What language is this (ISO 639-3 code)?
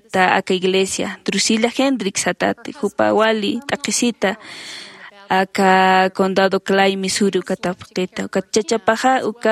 aym